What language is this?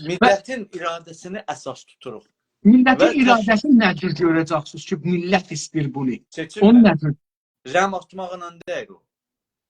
South Azerbaijani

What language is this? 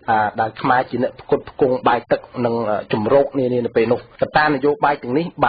Khmer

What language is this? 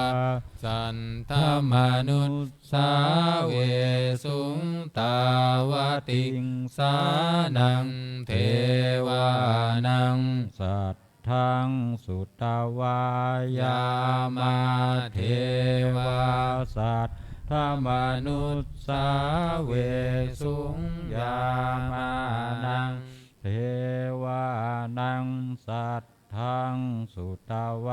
Pali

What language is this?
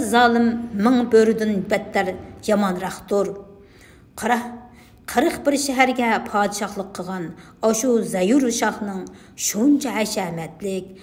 Uyghur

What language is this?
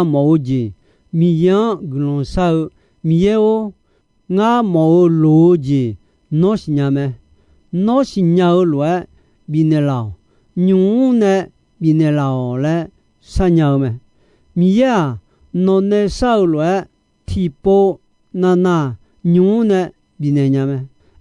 Akha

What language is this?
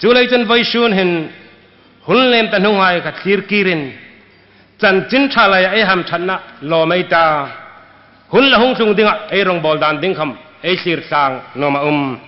Hmar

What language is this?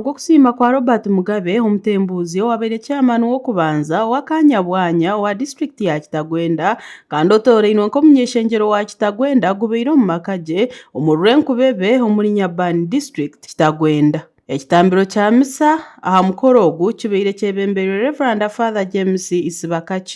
Nyankole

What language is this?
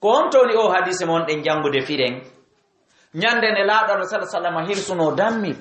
Fula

